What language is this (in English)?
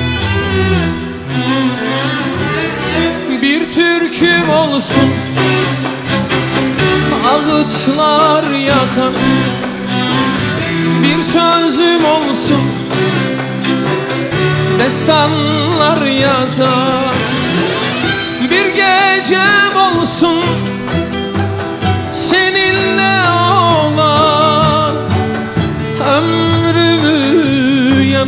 Turkish